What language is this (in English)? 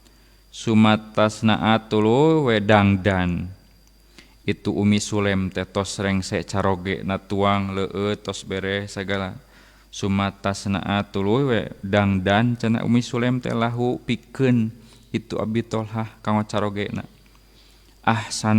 Sundanese